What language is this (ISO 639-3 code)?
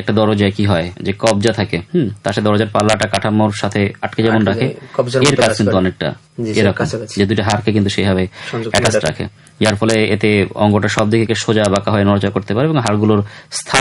ben